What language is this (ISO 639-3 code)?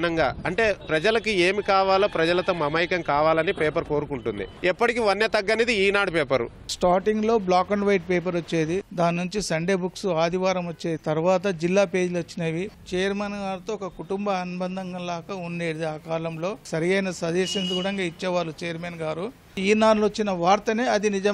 tel